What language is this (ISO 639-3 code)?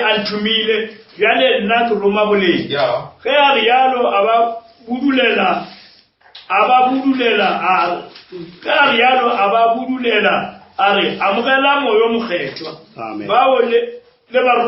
nso